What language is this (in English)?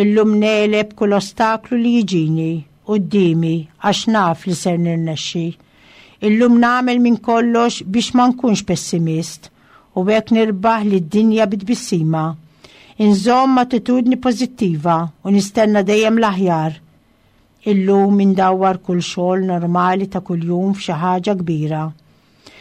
Maltese